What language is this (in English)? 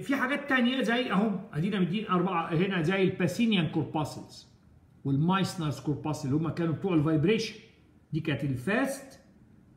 Egyptian Arabic